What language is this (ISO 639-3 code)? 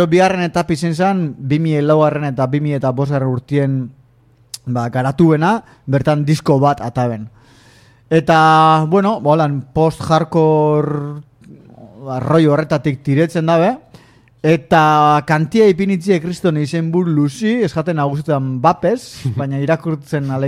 eus